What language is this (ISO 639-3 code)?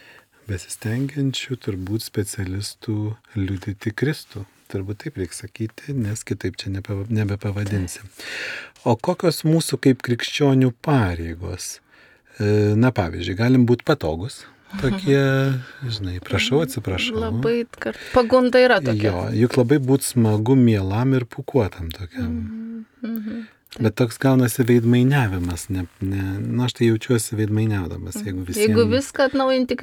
lit